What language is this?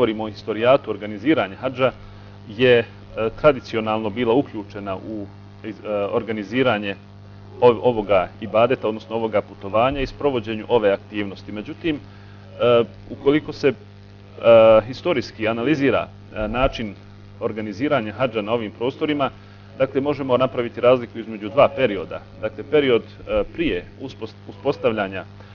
Bosnian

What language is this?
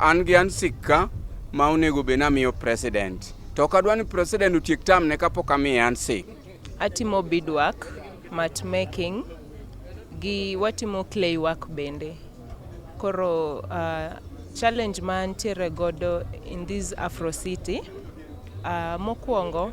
Luo (Kenya and Tanzania)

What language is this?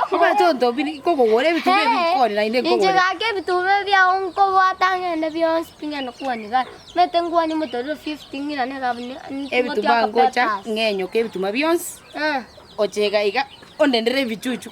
Gusii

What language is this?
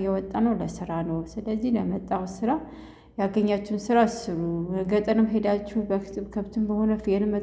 Amharic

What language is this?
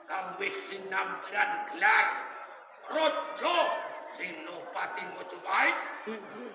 Javanese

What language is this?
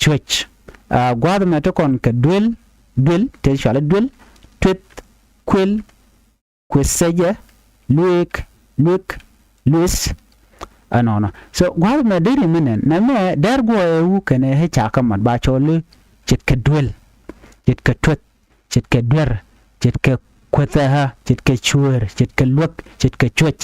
Nuer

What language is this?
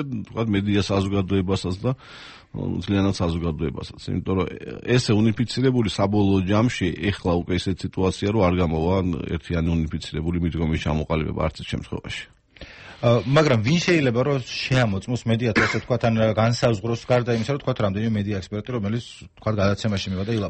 Georgian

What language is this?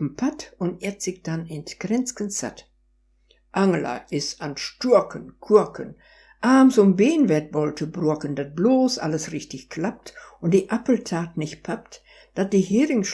Westphalien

